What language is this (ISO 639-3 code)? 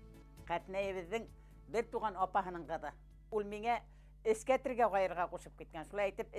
bak